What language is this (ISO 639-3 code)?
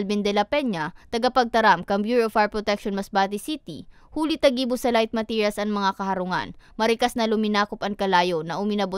bik